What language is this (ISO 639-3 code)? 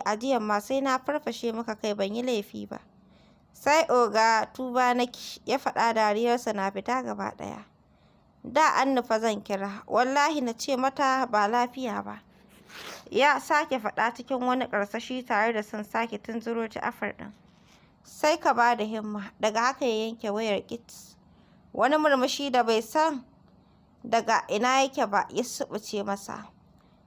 hau